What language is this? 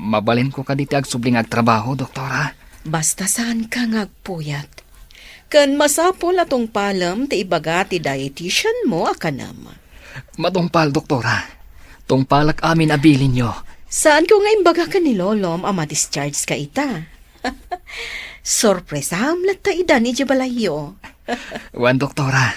Iloko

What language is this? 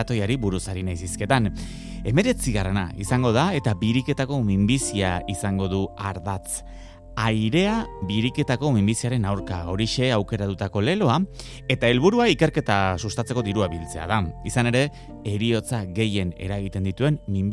Basque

